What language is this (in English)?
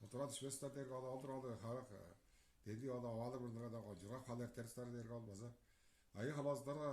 Tuvinian